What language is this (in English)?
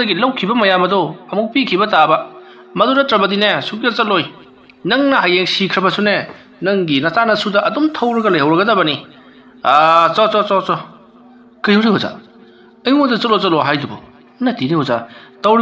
Manipuri